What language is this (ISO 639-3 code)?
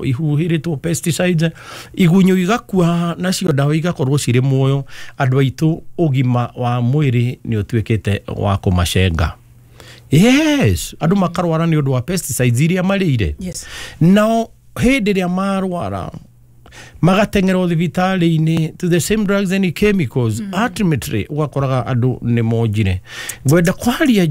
kik